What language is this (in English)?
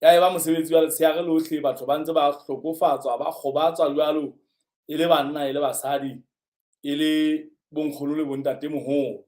Southern Sotho